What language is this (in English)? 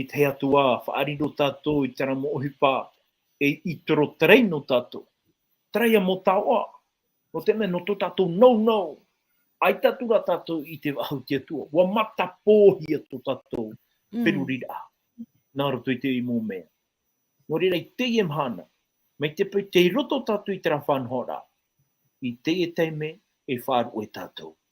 Tahitian